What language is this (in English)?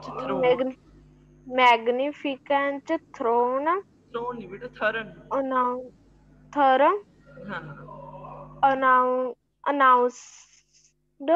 Hindi